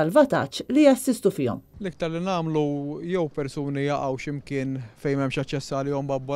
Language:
Maltese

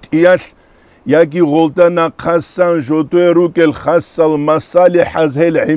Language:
Avaric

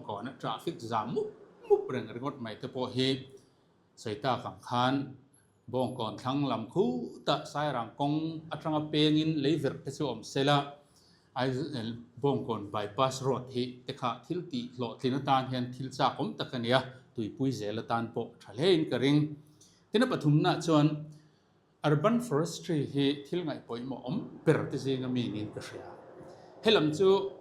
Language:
Mizo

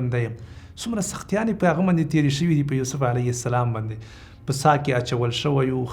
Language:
Pashto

